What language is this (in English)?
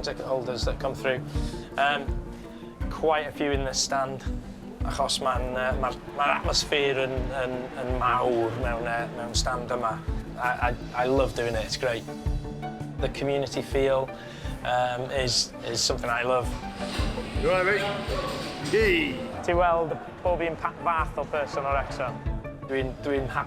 Welsh